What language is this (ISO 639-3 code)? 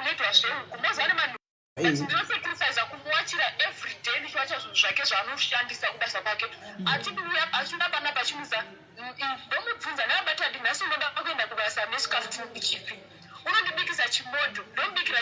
sna